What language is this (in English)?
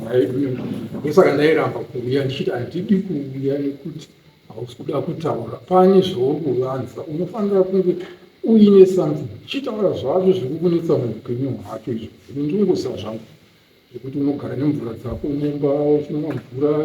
Shona